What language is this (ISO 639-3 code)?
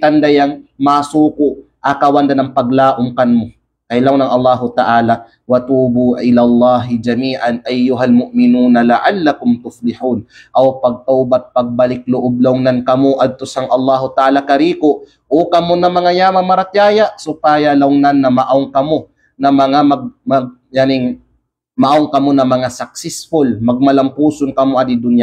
kqe